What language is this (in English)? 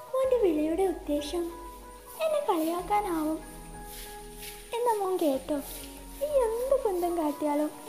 Malayalam